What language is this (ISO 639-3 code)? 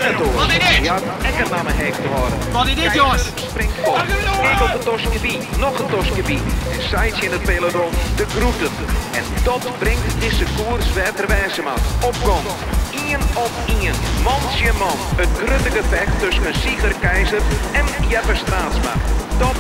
fry